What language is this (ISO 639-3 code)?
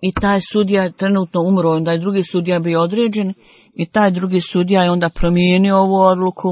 bos